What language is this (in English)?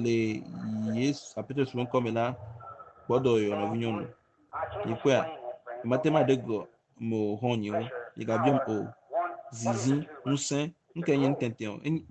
Ewe